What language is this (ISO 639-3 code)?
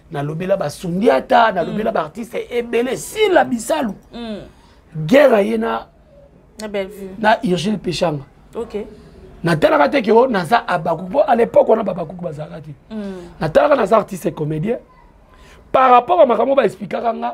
lin